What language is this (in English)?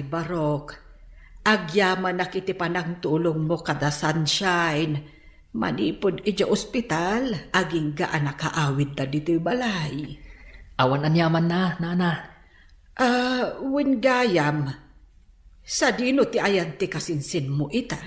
Iloko